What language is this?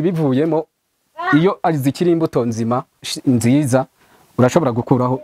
Rundi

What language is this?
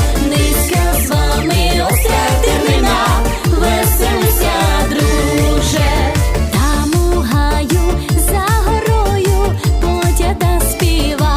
Rusyn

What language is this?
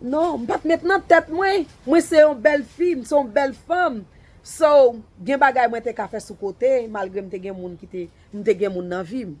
Haitian Creole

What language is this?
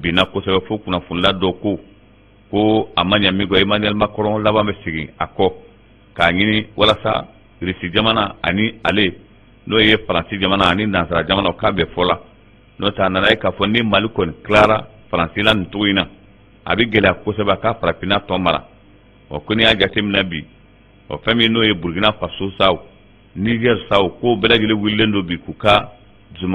Bambara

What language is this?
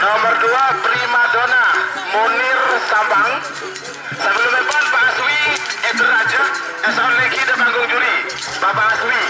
Madurese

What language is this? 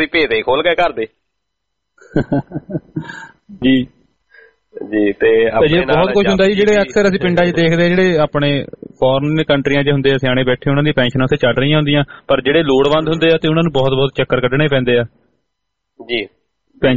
Punjabi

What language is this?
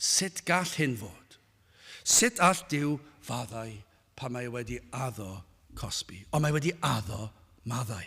Welsh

